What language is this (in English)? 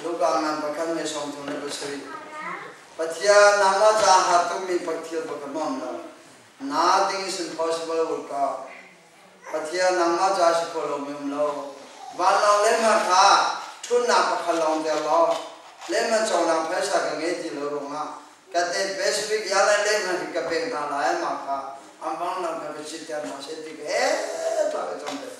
Hakha Chin